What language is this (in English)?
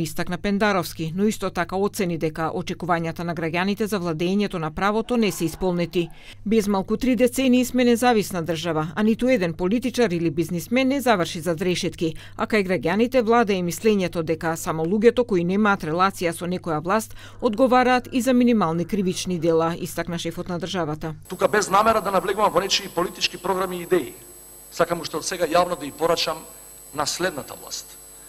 Macedonian